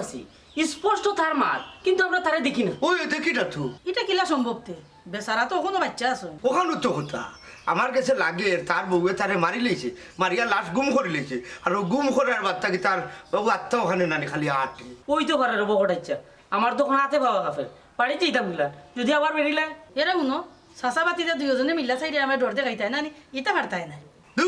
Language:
Sylheti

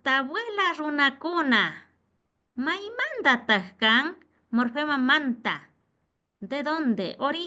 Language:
Imbabura Highland Quichua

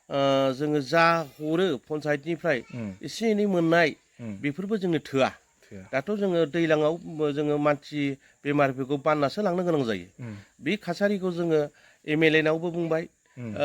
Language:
Bodo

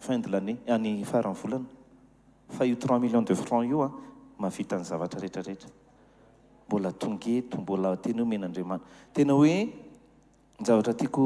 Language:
Malagasy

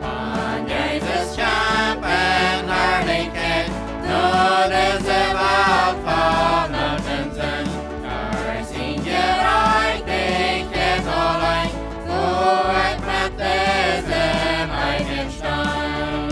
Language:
Plautdietsch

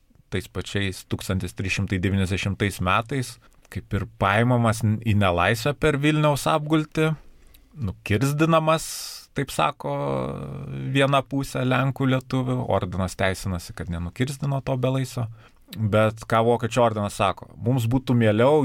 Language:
Lithuanian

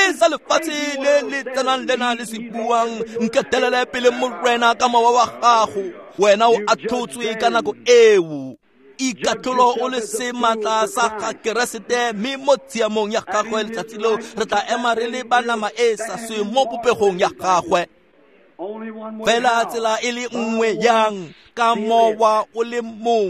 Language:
Tswana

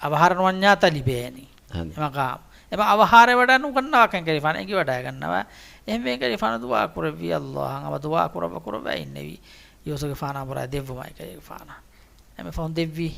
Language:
Divehi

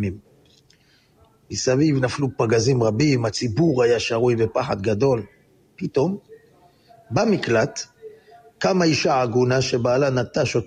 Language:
Hebrew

